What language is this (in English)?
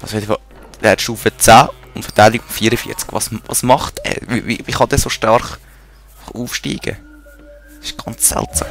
Swiss German